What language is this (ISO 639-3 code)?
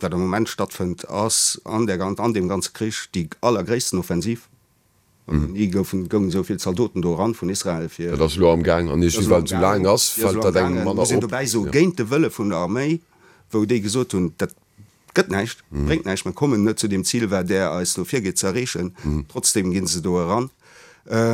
ltz